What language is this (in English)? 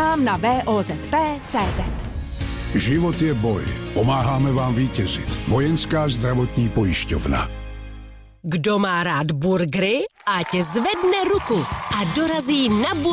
Czech